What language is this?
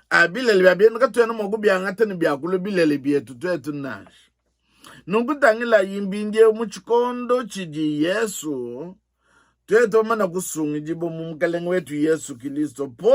Luba-Lulua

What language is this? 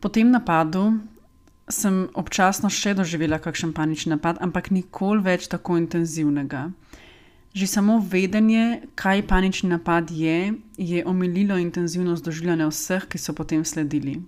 Slovenian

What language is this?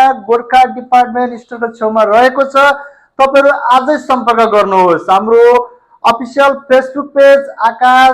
Nepali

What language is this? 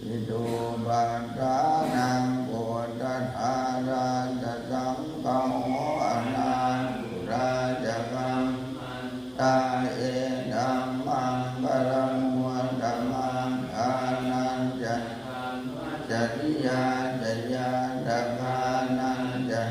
Pali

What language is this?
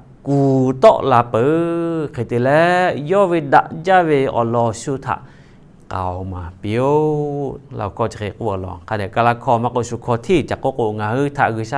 Lahu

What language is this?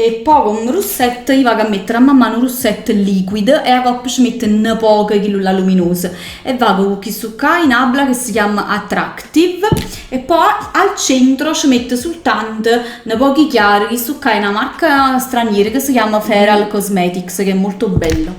Neapolitan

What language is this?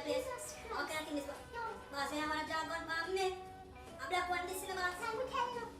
Jamaican Creole English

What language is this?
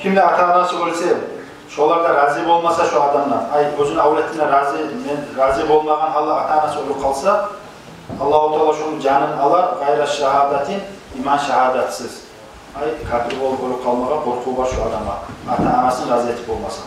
Kumyk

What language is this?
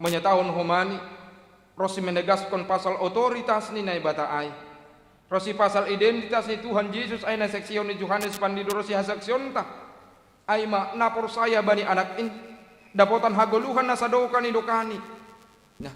Batak Simalungun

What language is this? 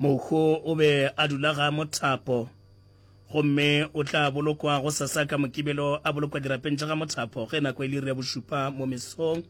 Northern Sotho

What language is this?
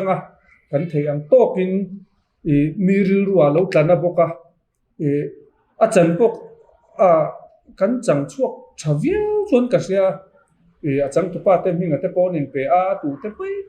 Mizo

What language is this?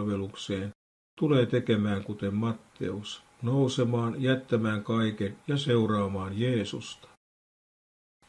Finnish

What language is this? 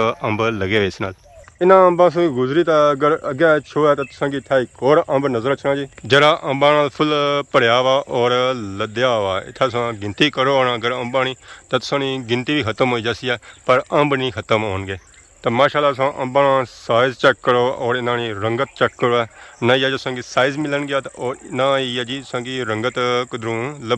Pahari-Potwari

